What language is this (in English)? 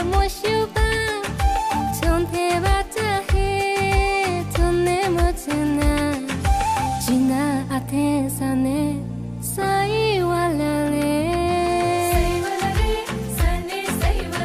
Newari